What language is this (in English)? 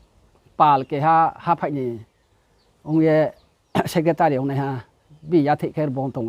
Riang (India)